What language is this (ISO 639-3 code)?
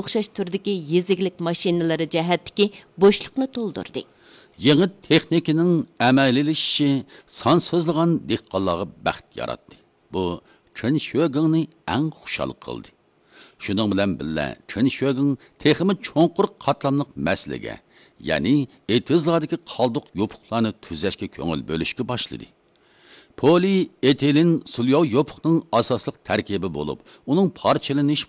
uig